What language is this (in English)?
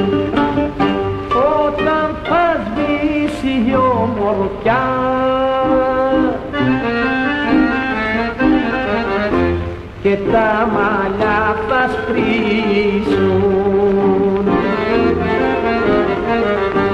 Greek